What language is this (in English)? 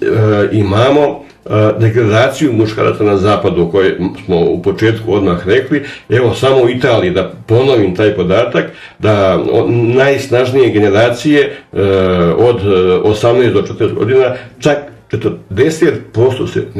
Serbian